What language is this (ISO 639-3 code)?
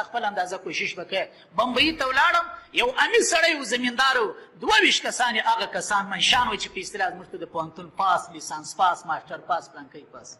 pus